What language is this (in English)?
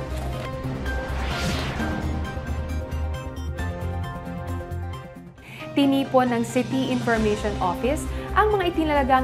Filipino